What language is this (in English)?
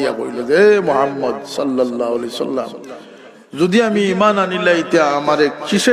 Sylheti